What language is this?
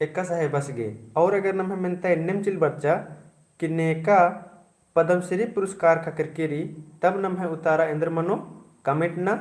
Kurukh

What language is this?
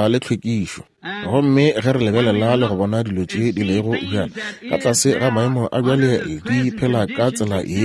Northern Sotho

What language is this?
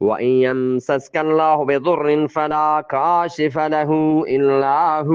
Eastern Balochi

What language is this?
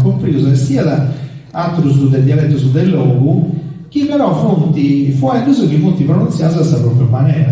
Sardinian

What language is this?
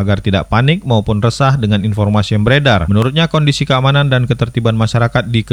Indonesian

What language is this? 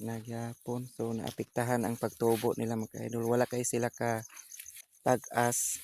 Cebuano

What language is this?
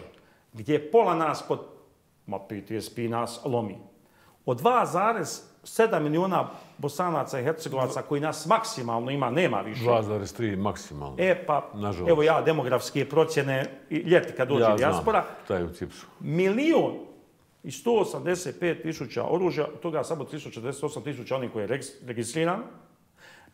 Bosnian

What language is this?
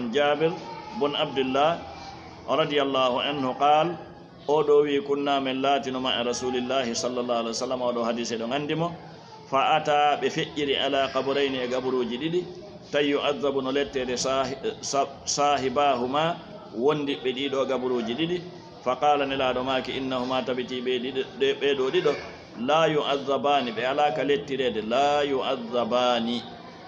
Fula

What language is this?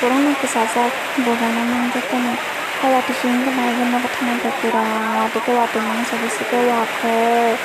Kok Borok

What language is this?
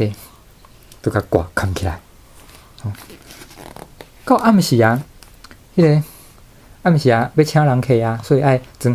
Min Nan Chinese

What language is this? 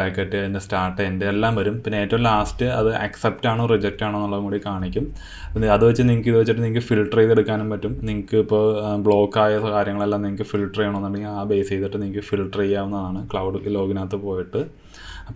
Malayalam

